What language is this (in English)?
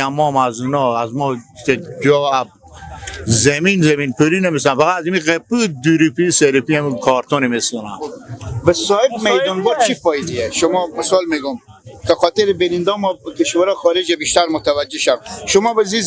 Persian